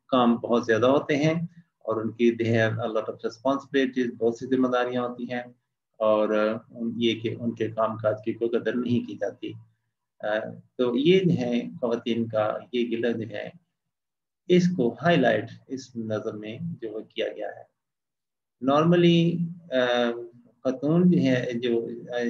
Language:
Urdu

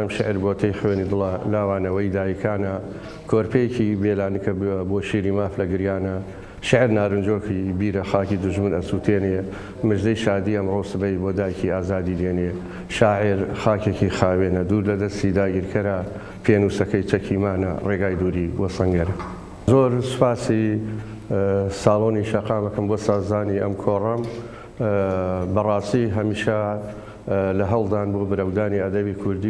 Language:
Central Kurdish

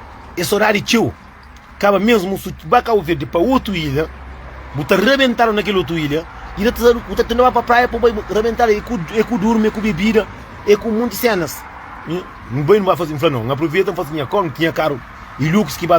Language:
Kabuverdianu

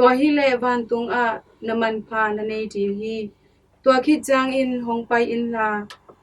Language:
Tedim Chin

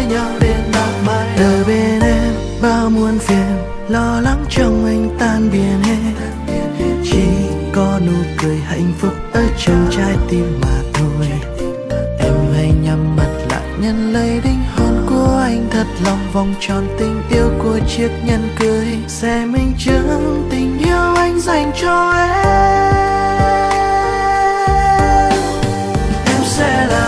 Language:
Vietnamese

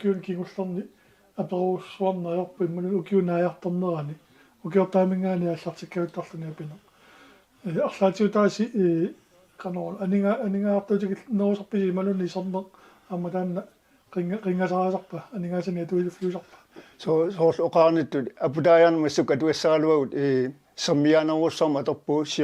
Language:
Kalaallisut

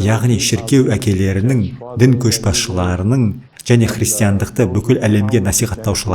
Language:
Kazakh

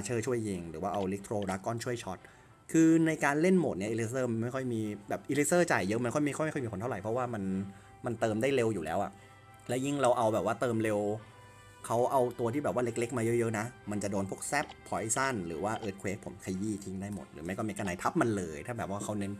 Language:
Thai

